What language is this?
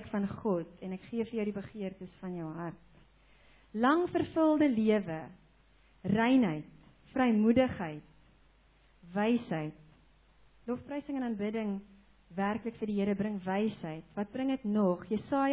Afrikaans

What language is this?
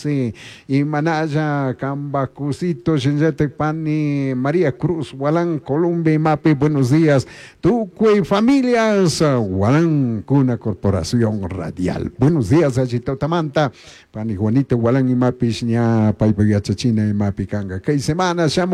Chimborazo Highland Quichua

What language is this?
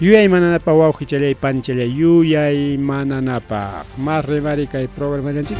Ayacucho Quechua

